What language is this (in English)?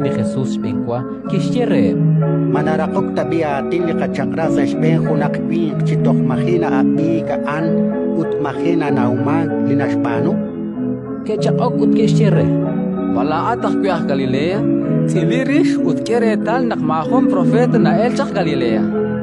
Kekchí